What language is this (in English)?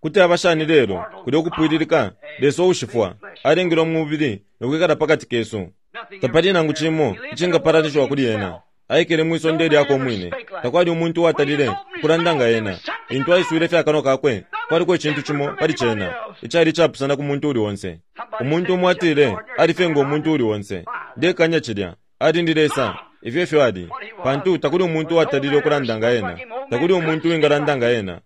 Bemba